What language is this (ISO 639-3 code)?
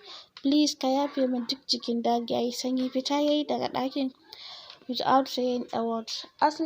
hau